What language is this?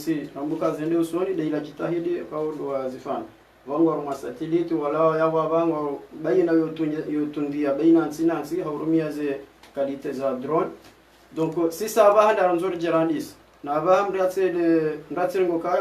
Ngazidja Comorian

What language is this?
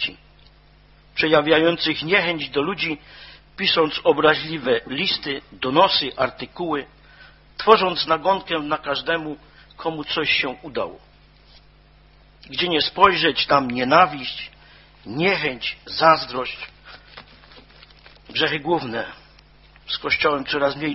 Polish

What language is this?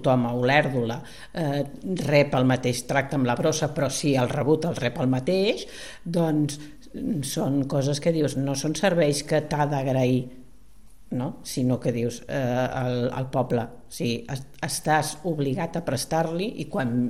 Catalan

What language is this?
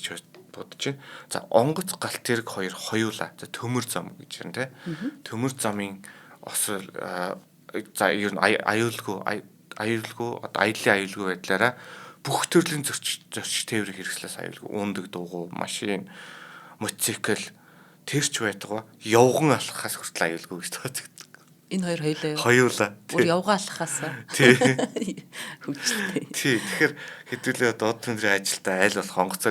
Mongolian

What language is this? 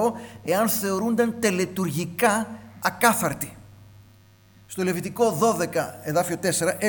Greek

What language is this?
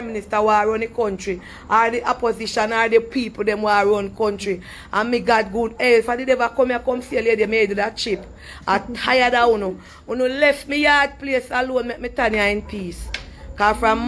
Jamaican Creole English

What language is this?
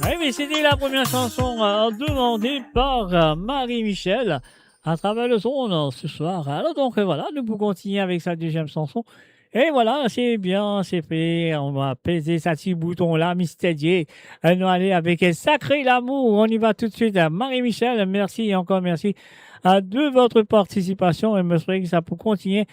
Morisyen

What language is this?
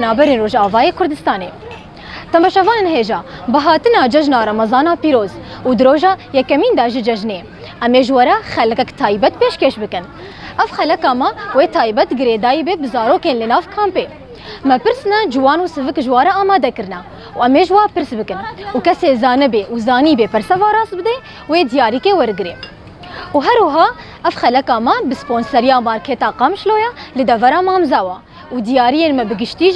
Kurdish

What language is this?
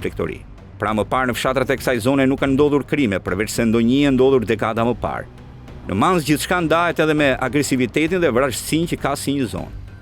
Albanian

